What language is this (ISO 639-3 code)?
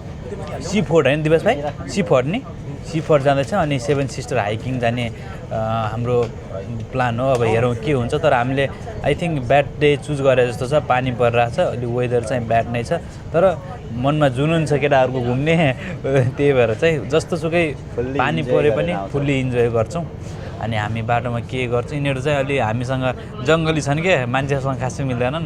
nep